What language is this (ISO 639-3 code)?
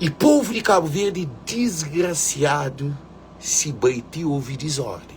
kea